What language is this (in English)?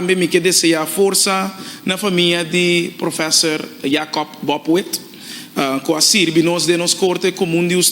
Papiamento